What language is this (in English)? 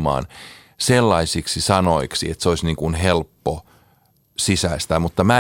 Finnish